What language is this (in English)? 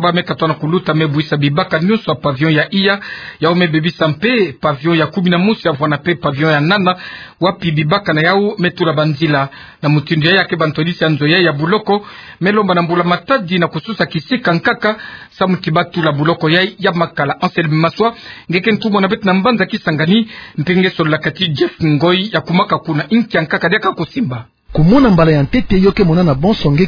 Kituba (Democratic Republic of Congo)